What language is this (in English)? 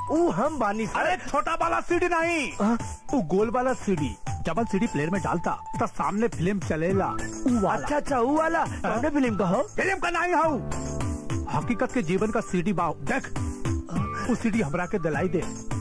Bhojpuri